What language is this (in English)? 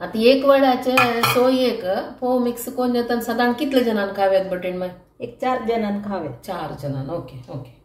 Konkani